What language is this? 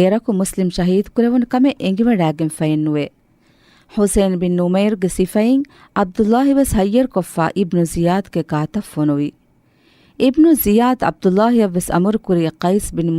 Divehi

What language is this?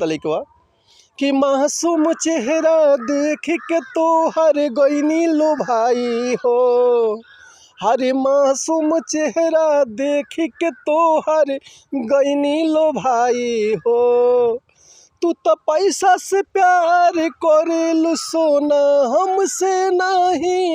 Bhojpuri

